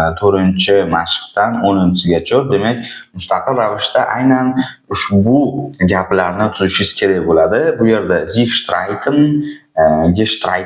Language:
Uzbek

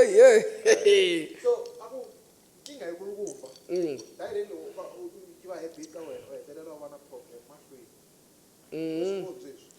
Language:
Tsonga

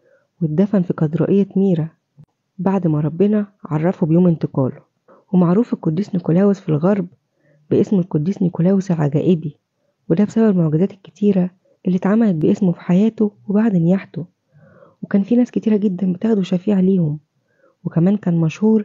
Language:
Egyptian Arabic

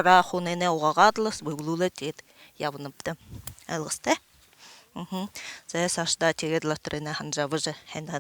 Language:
Buriat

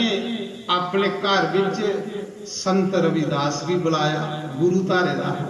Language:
Dogri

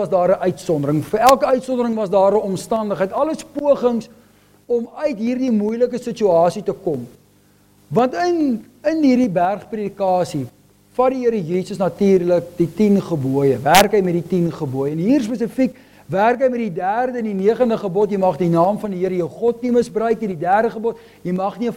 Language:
Afrikaans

